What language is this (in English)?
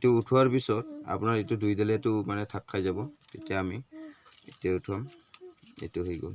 Assamese